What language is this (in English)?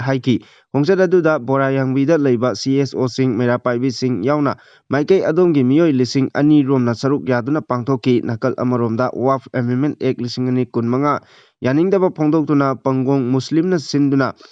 Manipuri